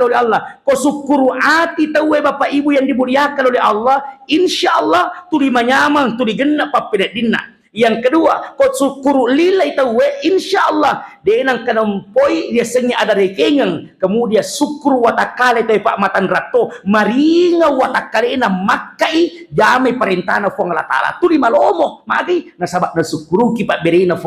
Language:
Buginese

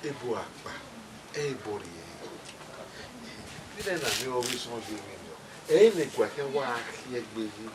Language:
Bini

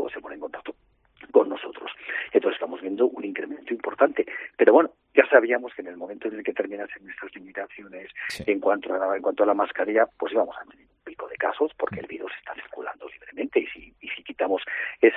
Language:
Spanish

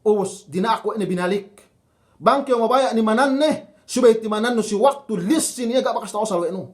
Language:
Yakan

